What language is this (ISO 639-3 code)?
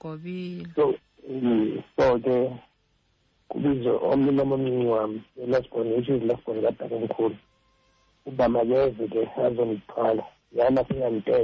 xho